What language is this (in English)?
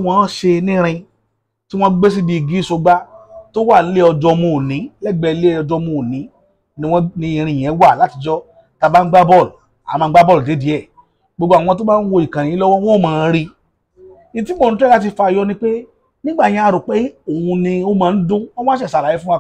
Yoruba